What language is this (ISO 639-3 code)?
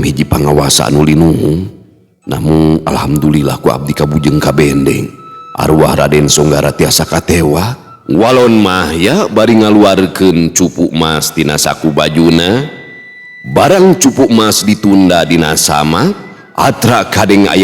sun